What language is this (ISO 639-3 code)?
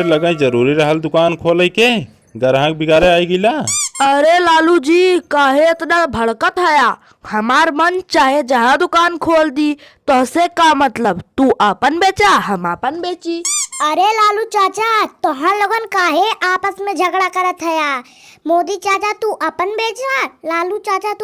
bho